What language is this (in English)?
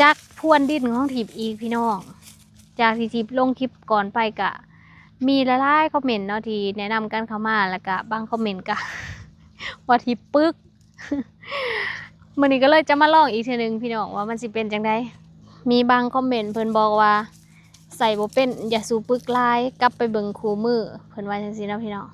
Lao